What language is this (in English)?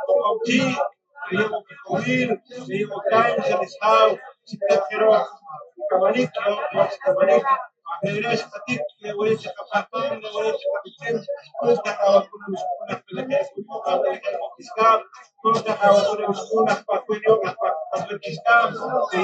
Poqomchi'